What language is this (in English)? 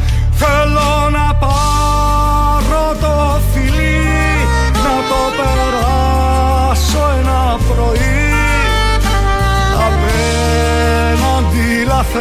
Greek